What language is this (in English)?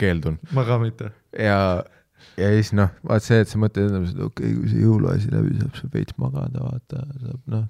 Estonian